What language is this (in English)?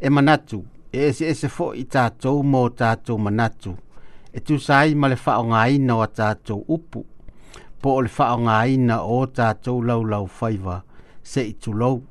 Samoan